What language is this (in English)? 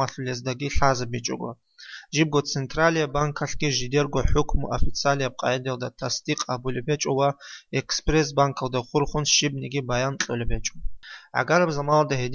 Avaric